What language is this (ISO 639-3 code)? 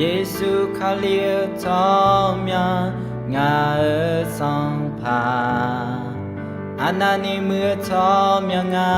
ahk